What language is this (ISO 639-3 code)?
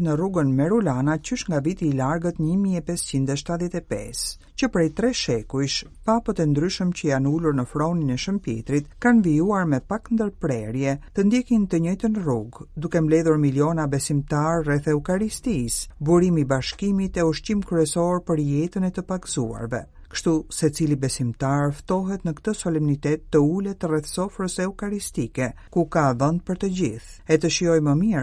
sqi